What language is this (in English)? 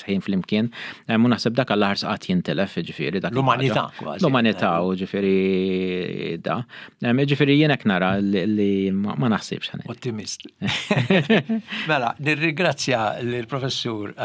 Maltese